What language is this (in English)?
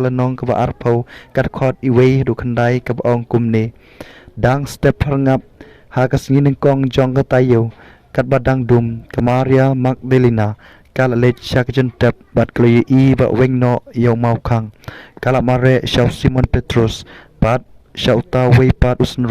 Khasi